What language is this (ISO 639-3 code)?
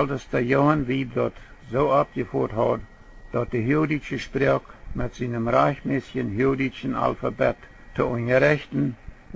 pdt